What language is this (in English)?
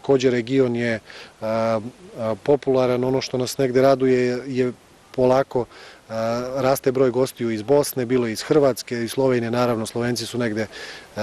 Serbian